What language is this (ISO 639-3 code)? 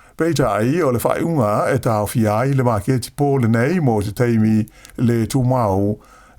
smo